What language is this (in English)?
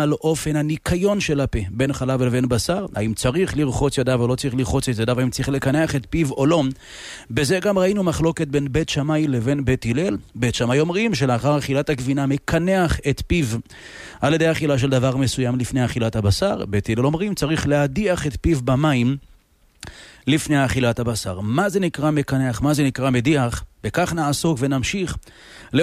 Hebrew